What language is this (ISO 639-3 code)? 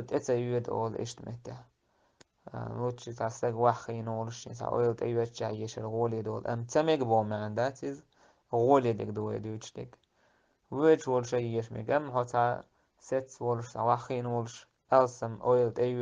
che